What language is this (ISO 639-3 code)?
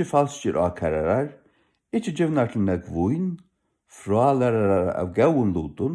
fao